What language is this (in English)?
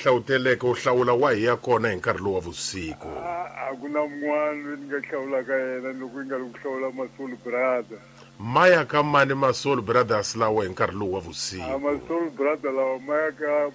Tsonga